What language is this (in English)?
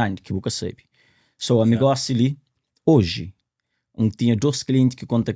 Kabuverdianu